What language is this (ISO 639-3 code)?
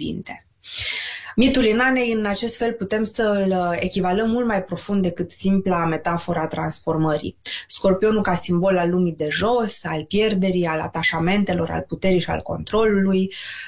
ron